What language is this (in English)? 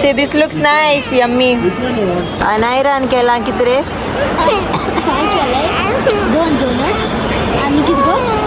Konkani